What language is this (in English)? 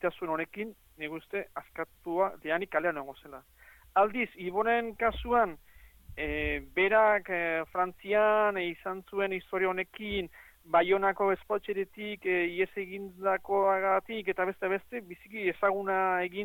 Basque